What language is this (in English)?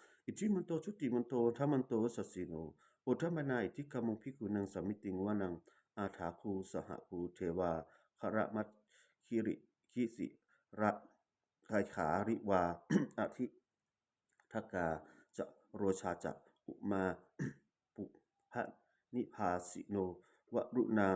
Pali